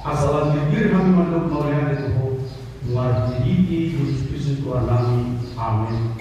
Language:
Batak Toba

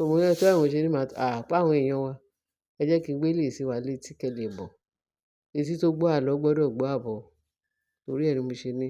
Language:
Yoruba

